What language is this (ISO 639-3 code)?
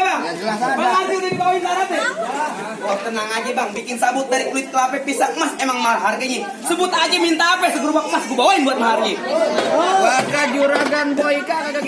bew